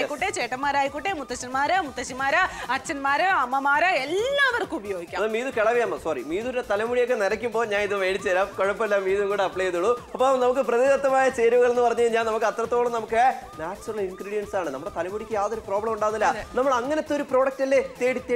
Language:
Malayalam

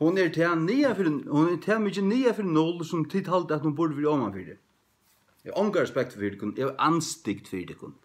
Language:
Faroese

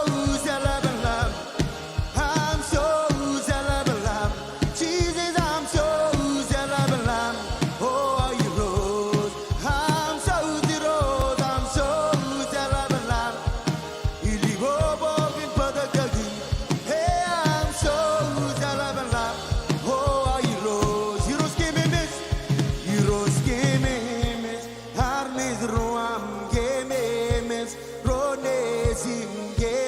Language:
Marshallese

